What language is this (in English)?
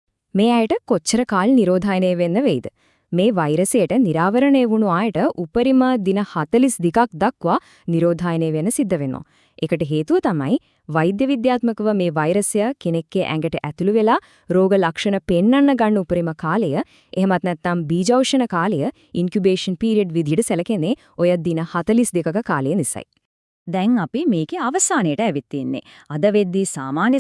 Sinhala